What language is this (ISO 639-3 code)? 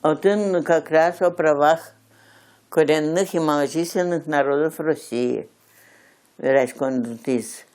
udm